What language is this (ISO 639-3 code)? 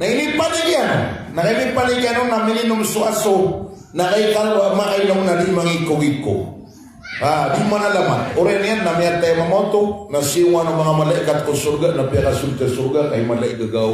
mrw